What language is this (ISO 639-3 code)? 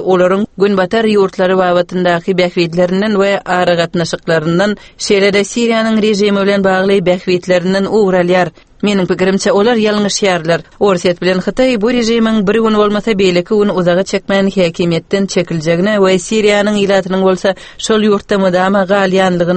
tuk